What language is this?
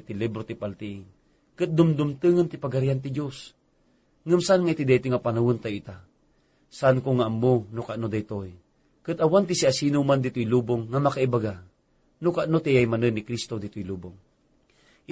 Iloko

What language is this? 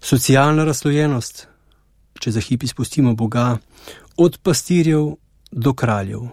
Slovenian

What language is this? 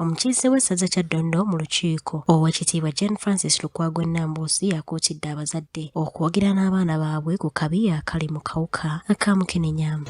Ganda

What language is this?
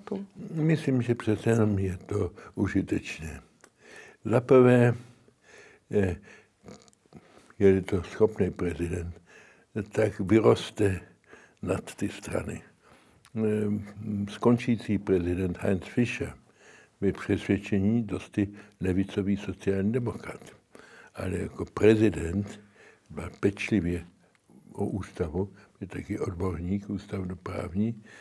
Czech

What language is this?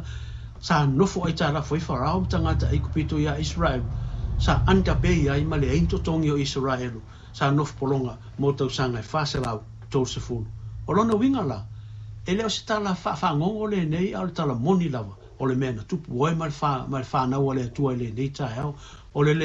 Samoan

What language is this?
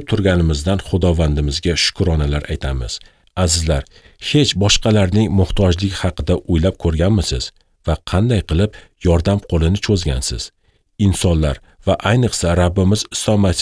Uzbek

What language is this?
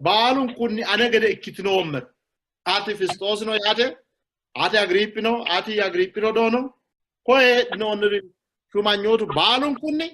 Sidamo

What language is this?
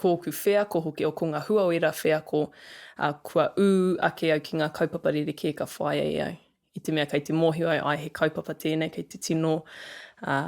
Māori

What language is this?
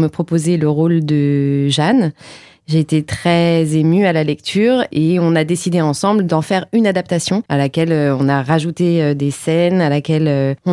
French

